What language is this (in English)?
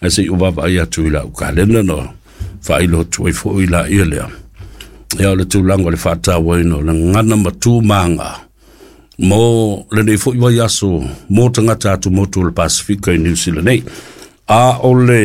Samoan